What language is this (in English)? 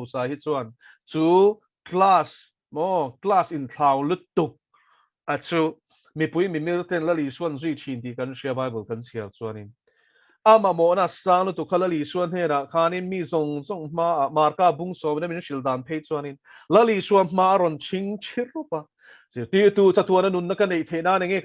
Mizo